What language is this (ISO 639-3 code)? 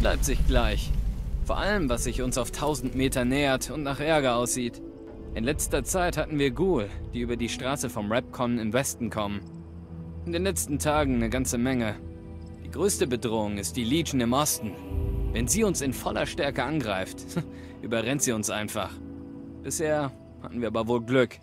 bar